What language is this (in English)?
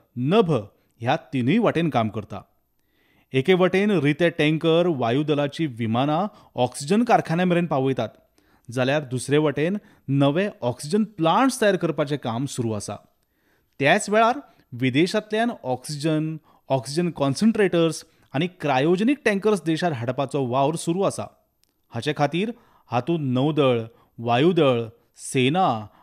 Konkani